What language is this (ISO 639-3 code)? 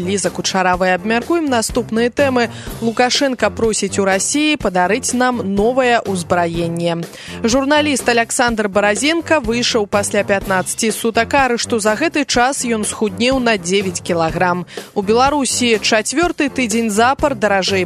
bel